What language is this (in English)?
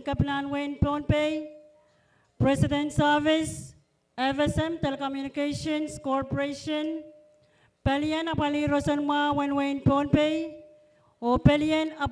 Pohnpeian